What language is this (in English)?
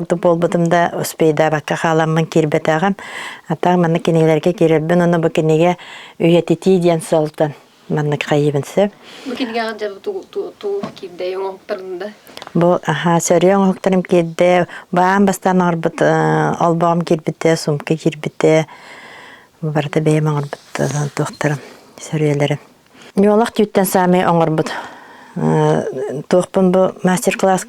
Yakut